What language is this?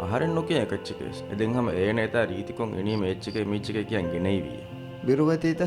Divehi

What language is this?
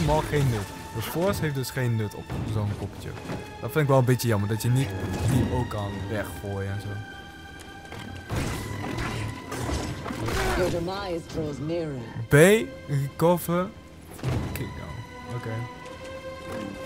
Dutch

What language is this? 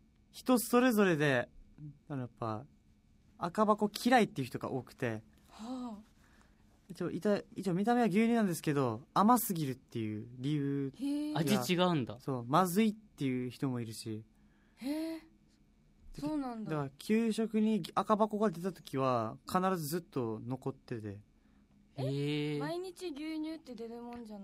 Japanese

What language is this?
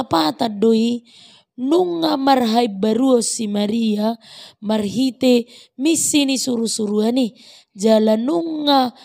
Batak Toba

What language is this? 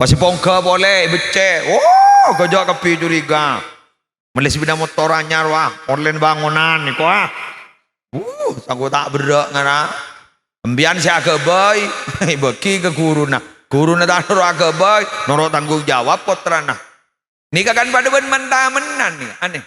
Madurese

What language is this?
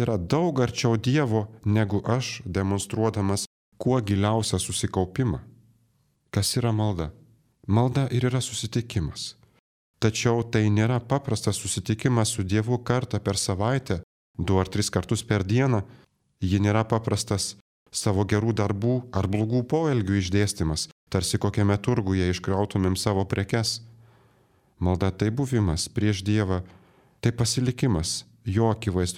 Lithuanian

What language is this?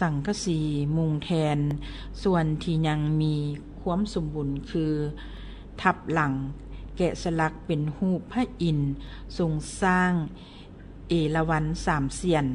Lao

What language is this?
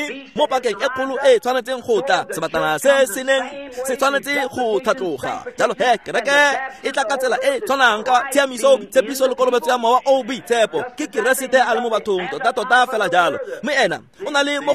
Tswana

